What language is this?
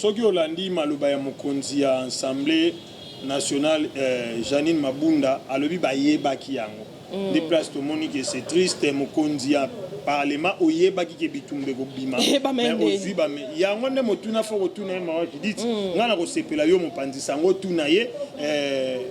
Lingala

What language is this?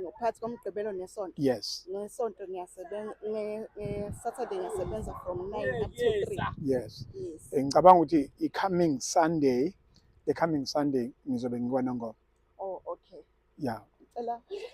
Zulu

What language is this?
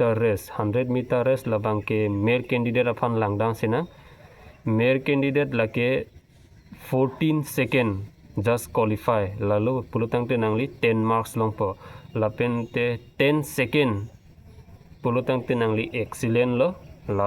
Karbi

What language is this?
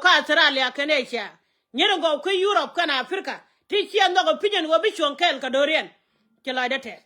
Nuer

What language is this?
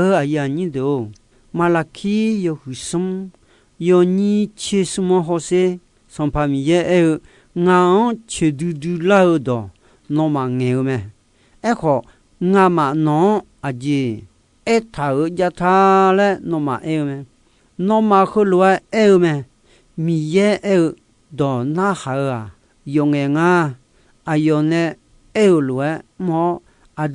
Akha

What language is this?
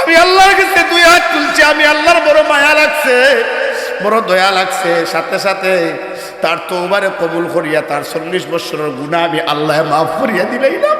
Sylheti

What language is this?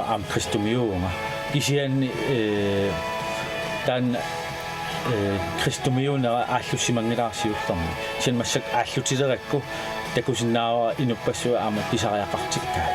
Kalaallisut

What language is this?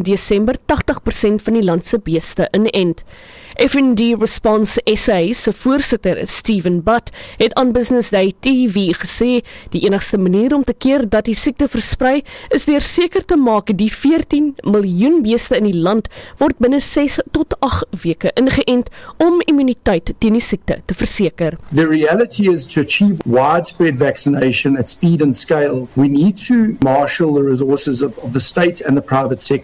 Afrikaans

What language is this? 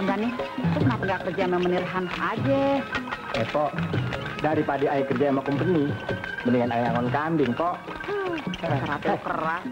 Betawi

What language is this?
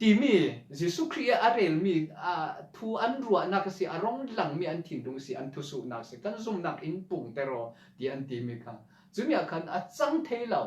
Falam Chin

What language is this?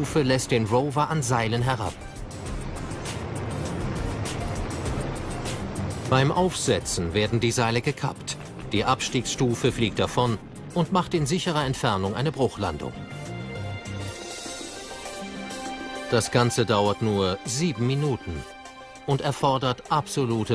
German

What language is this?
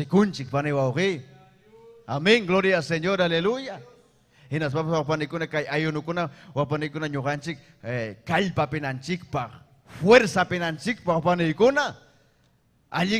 Ayacucho Quechua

